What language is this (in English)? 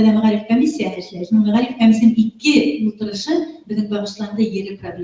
Bashkir